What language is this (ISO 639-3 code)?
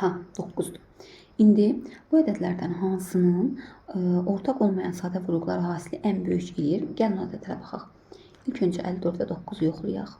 aze